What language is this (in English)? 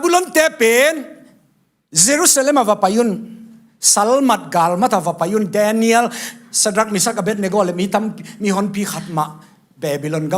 Tedim Chin